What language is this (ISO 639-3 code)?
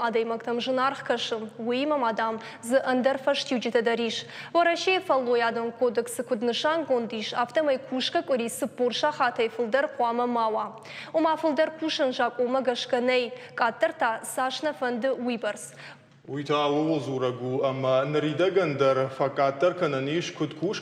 oss